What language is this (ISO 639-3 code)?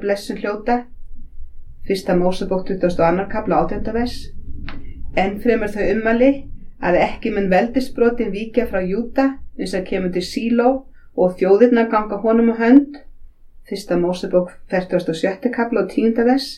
isl